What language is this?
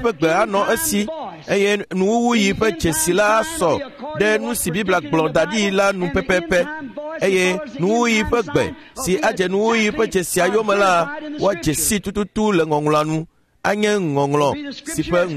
Ewe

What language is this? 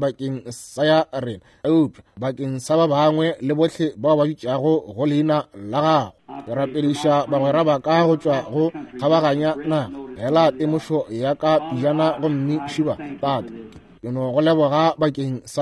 Northern Sotho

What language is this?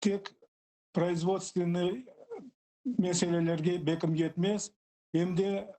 Crimean Tatar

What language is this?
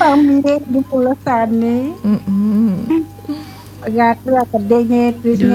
Balinese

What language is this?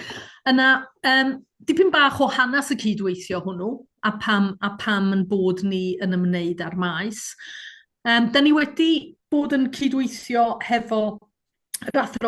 Welsh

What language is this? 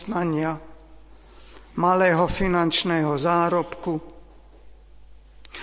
Slovak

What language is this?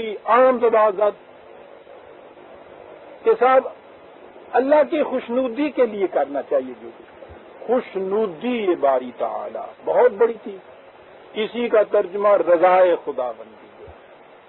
Urdu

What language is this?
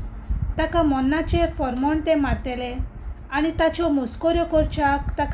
Konkani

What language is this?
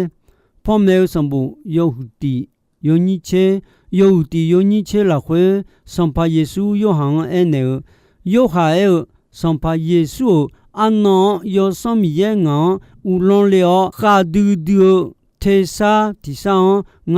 Akha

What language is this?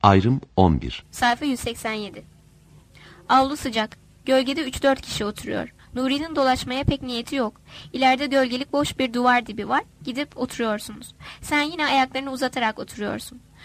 Turkish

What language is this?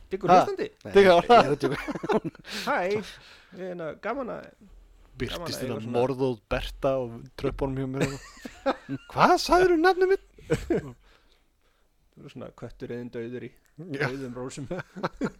Icelandic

